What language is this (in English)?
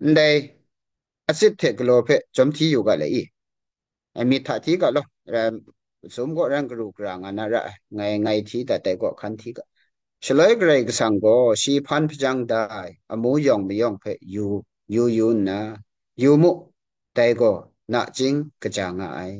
Kachin